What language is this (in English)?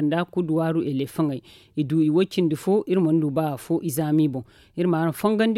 Zarma